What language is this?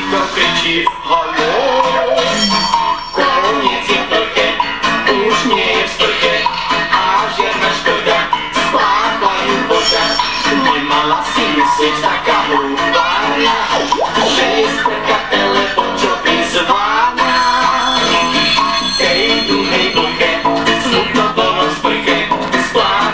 Slovak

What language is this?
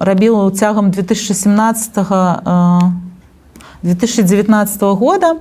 Belarusian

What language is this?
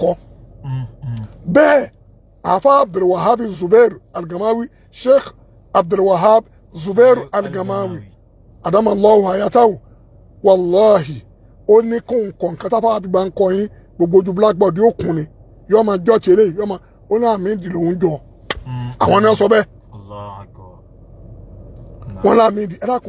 Yoruba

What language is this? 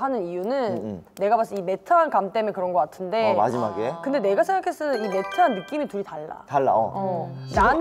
Korean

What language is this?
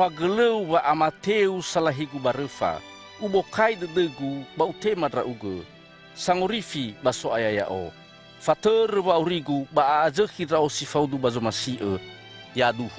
Nias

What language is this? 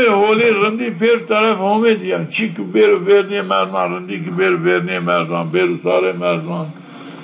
Zaza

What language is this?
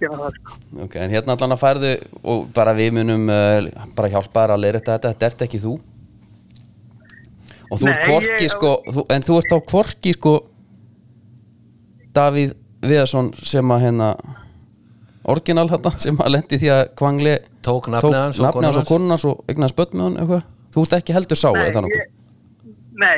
Icelandic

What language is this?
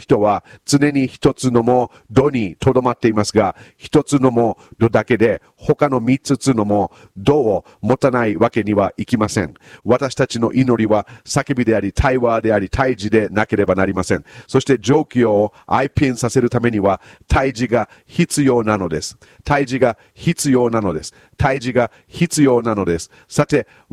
Japanese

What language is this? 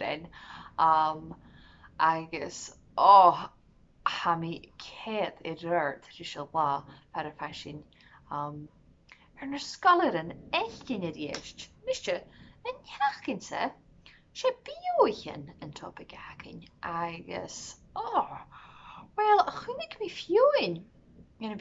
Scottish Gaelic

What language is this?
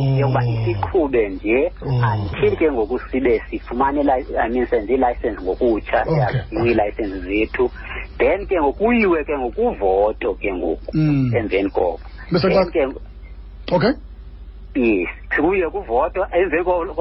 Xhosa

